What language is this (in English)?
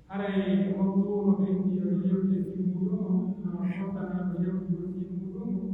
Pular